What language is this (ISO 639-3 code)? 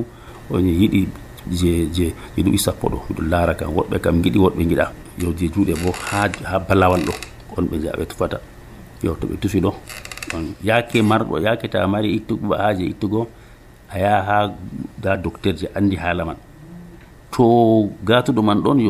fuv